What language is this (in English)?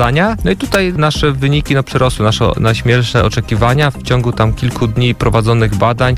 Polish